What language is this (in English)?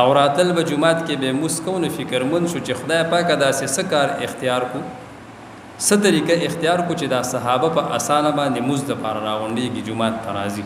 Pashto